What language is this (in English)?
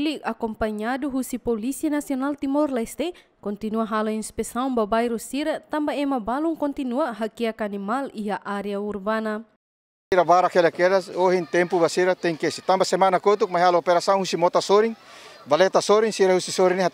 Tetum